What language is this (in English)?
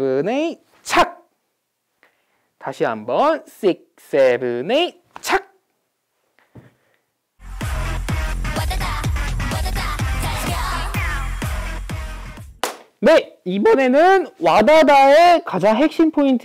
Korean